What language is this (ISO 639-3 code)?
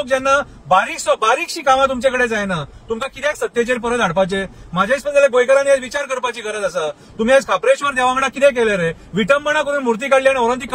kok